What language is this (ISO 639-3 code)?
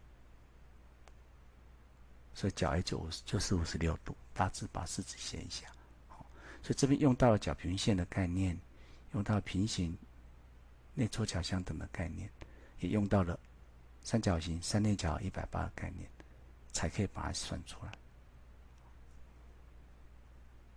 zho